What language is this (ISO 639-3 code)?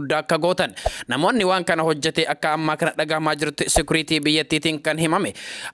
orm